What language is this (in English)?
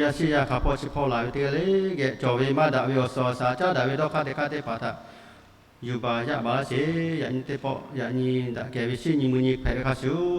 Lahu